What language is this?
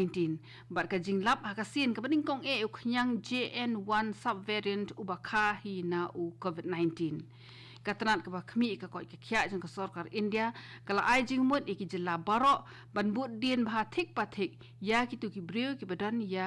Khasi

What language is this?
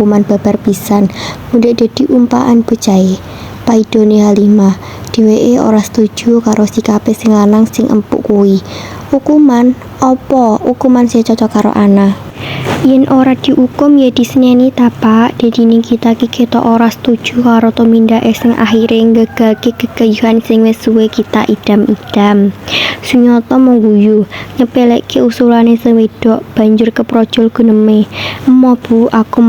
Javanese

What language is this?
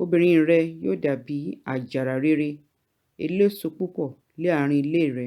Yoruba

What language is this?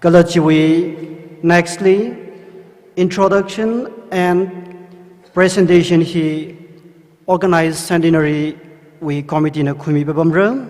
Tangkhul Naga (India)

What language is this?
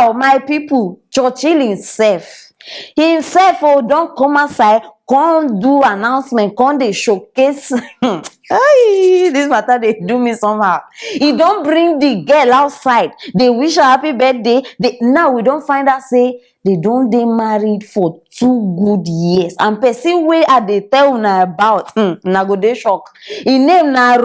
Nigerian Pidgin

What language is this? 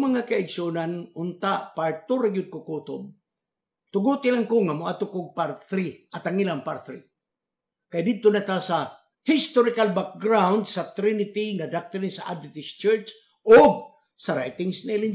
Cebuano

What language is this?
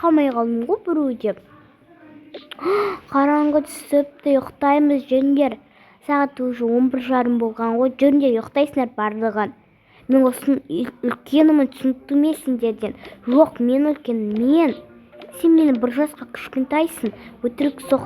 Kazakh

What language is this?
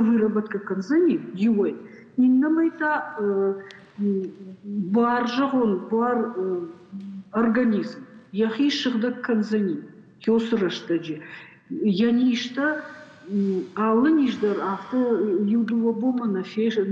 Ossetic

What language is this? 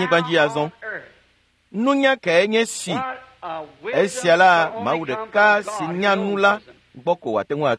Ewe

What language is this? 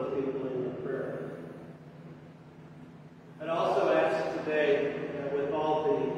English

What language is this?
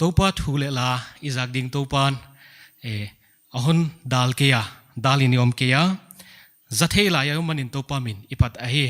Paite Chin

